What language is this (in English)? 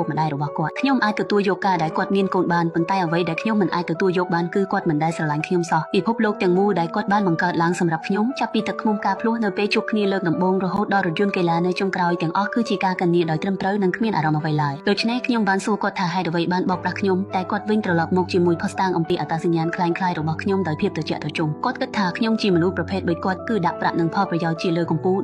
Khmer